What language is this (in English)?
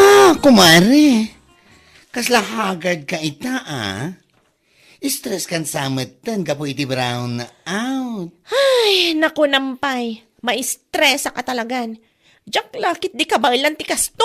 Iloko